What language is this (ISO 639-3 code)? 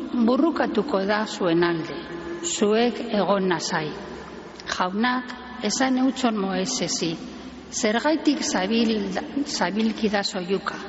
eus